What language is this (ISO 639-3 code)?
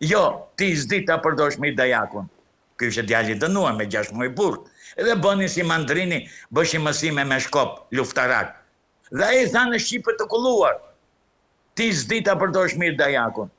sqi